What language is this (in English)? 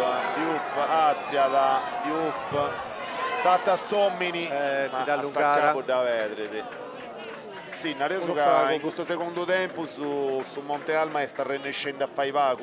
Sardinian